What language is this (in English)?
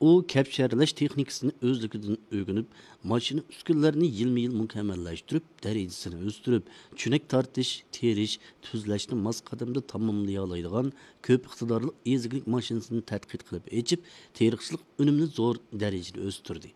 Uyghur